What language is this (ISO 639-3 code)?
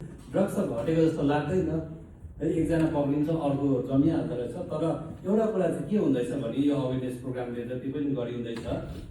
nep